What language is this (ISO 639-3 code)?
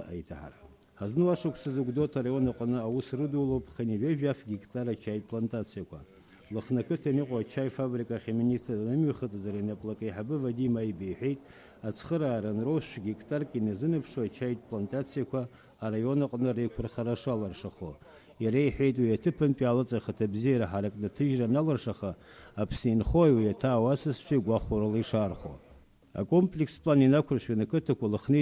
abk